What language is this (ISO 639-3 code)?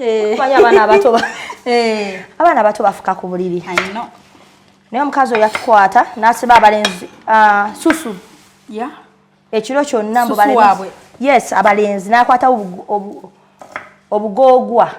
lug